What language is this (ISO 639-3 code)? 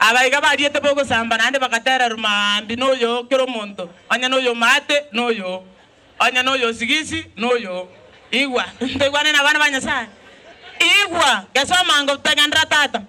guz